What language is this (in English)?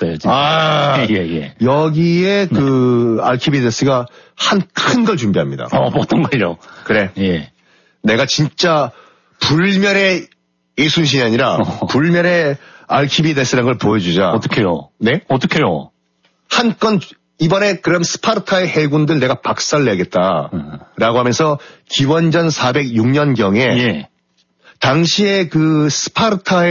Korean